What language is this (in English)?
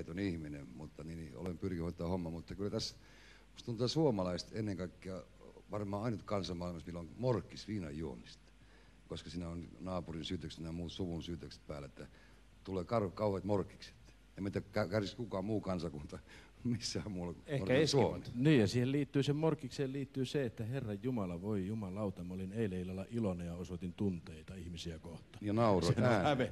Finnish